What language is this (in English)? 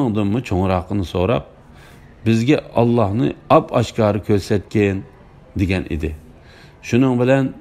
Uyghur